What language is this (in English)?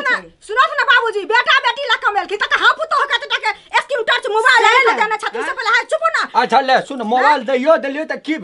Maithili